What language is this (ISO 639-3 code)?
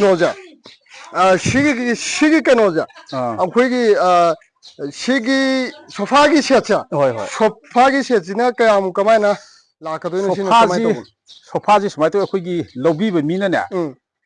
mni